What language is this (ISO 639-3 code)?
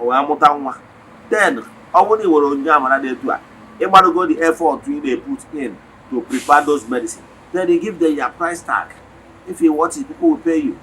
ibo